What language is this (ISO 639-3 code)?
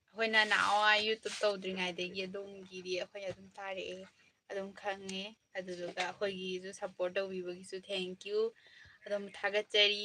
mni